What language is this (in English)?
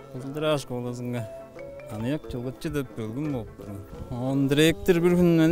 Tuvinian